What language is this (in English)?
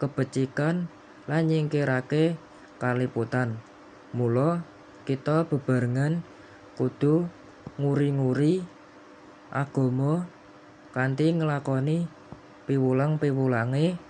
Javanese